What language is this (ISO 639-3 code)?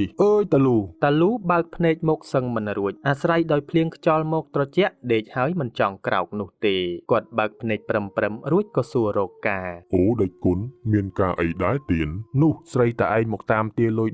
khm